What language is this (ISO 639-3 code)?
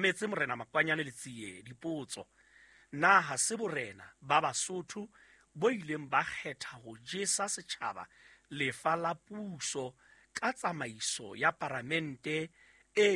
sot